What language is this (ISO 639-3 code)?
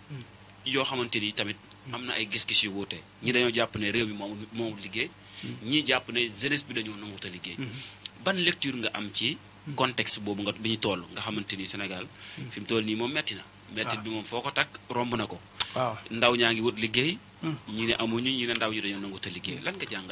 wol